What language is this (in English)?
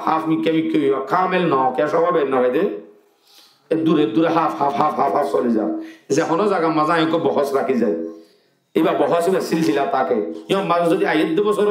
Rohingya